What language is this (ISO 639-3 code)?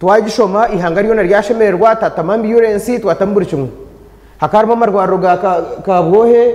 nyn